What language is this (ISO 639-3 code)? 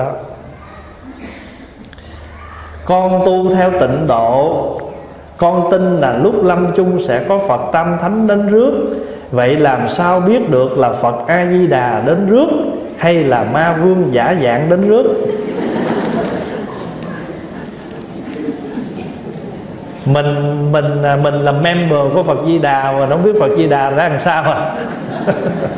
vie